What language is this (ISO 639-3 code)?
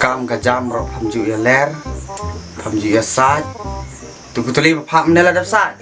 kha